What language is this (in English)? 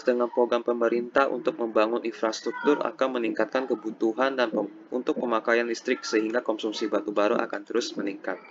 Indonesian